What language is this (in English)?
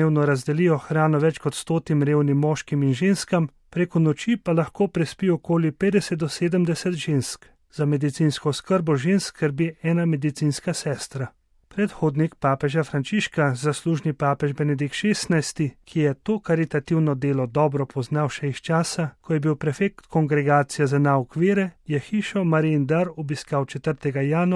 Slovenian